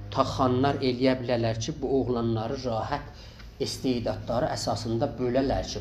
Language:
South Azerbaijani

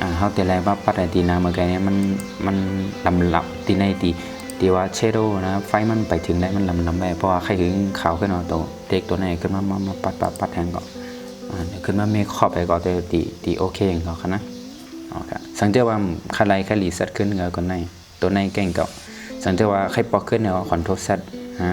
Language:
Shan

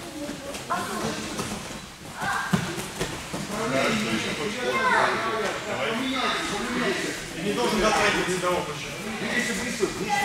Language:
Russian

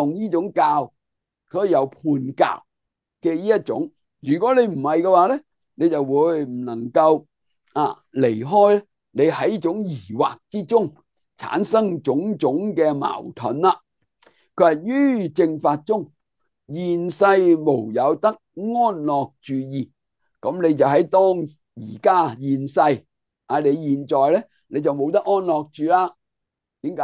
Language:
Cantonese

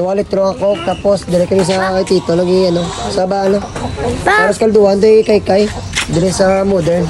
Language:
Hiligaynon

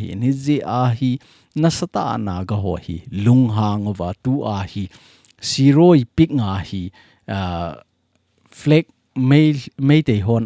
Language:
Thado Chin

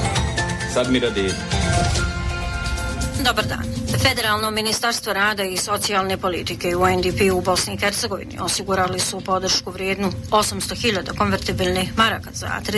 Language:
Bosnian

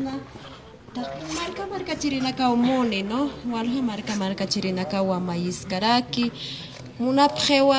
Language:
Aymara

